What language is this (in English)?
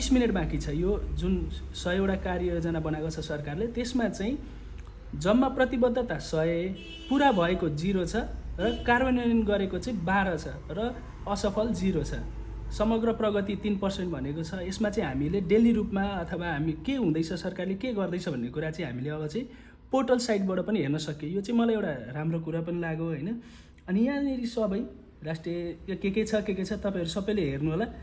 Nepali